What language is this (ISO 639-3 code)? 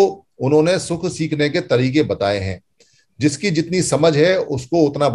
hin